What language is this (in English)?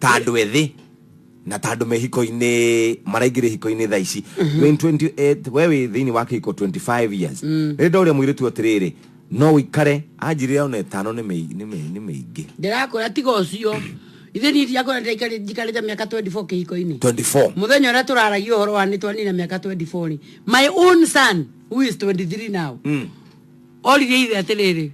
Kikuyu